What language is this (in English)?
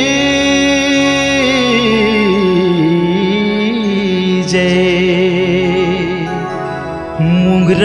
Chhattisgarhi